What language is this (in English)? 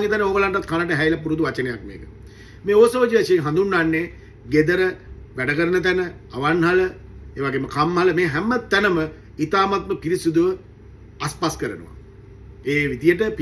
Sinhala